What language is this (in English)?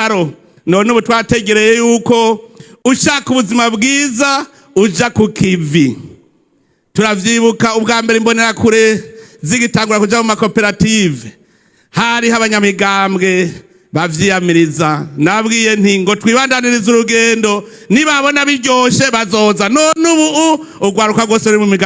Rundi